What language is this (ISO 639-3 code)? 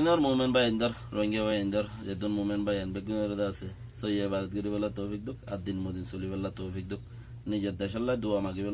rhg